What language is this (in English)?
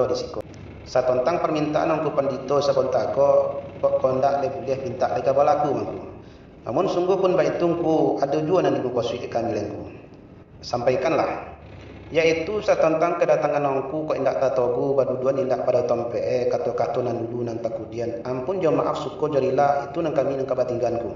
Minangkabau